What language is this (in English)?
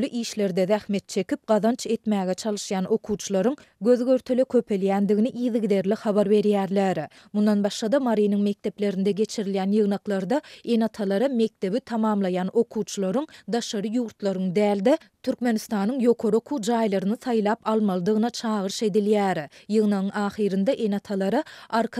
Turkmen